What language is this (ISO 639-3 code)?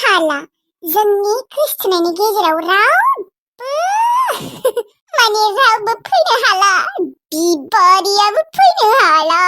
brx